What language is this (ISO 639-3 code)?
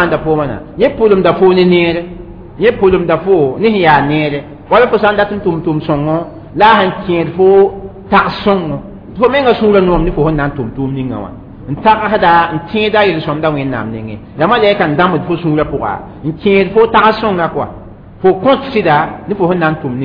mos